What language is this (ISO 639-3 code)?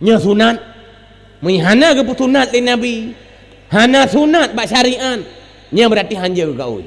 ace